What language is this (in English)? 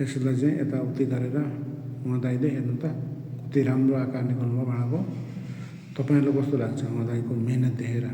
Nepali